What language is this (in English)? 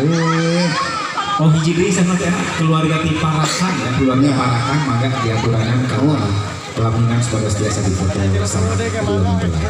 Sundanese